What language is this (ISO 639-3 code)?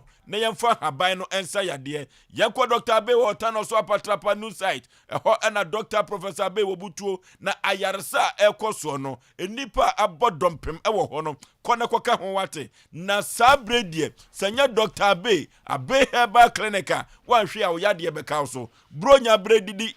aka